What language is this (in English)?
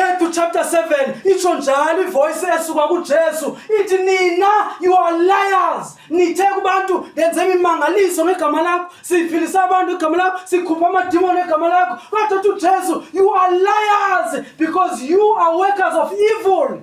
Zulu